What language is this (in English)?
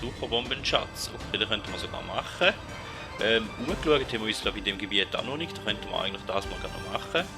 Swiss German